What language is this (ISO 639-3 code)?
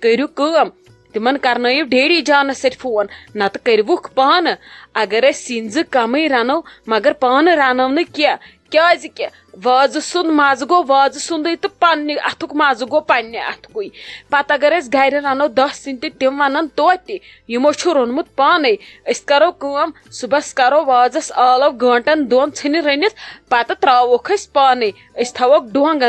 kas